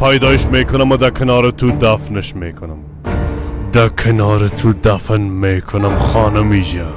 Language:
Persian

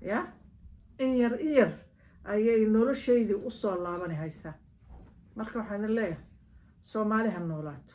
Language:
Somali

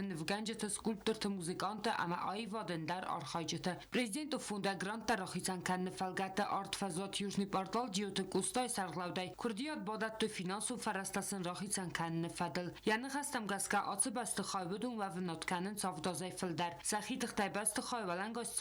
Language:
Ossetic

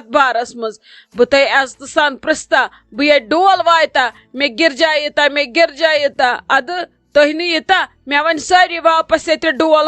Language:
Kashmiri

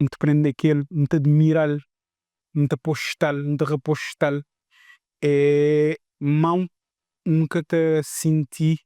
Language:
Kabuverdianu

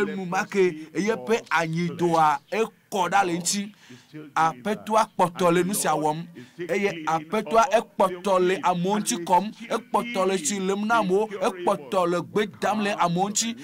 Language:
Ewe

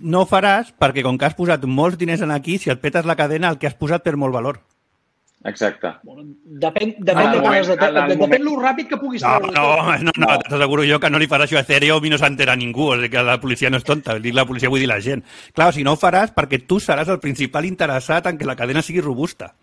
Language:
Catalan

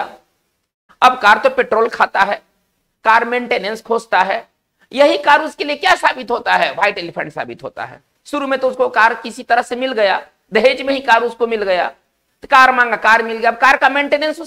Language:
Hindi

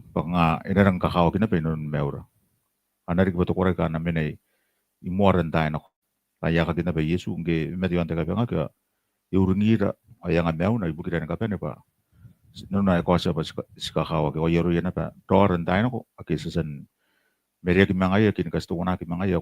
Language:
Gilbertese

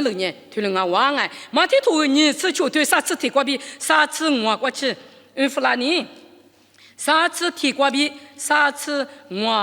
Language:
Lisu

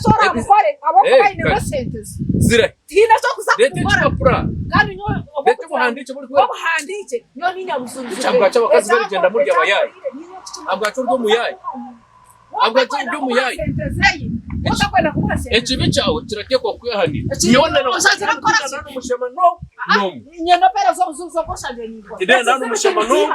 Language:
Nyankole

